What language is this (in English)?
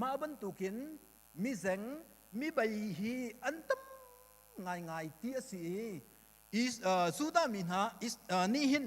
Hakha Chin